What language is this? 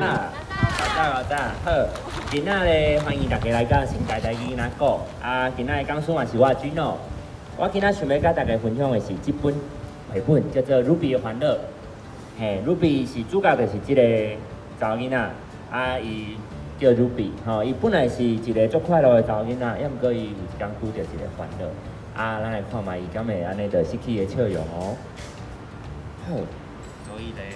Min Nan Chinese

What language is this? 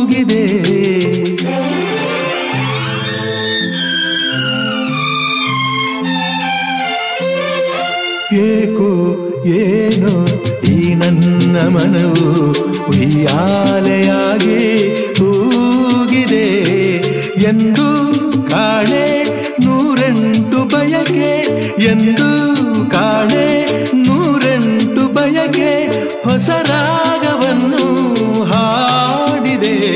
Kannada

